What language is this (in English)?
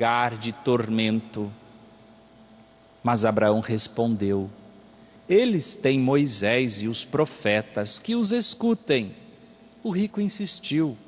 Portuguese